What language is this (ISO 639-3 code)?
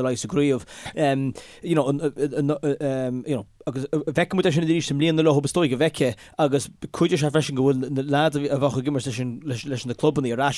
gle